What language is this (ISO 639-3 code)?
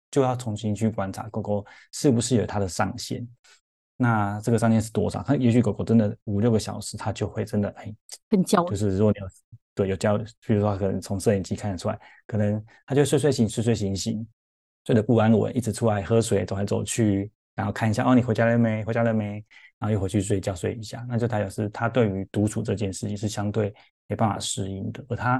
zho